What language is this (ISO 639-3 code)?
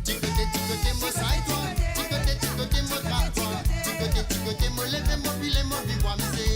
mfe